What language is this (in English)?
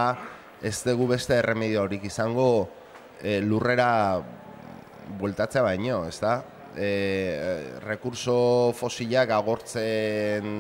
Basque